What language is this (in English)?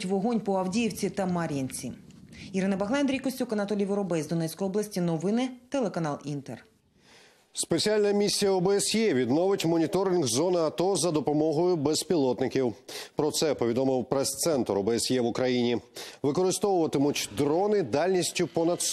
Ukrainian